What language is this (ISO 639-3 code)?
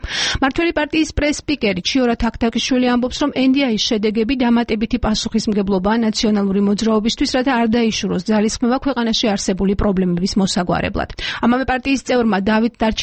kat